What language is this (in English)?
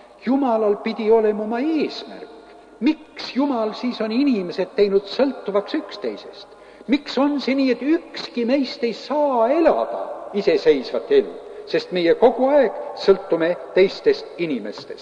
Estonian